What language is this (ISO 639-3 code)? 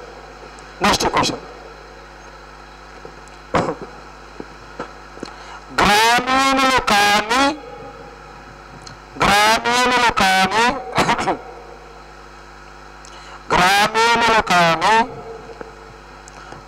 tel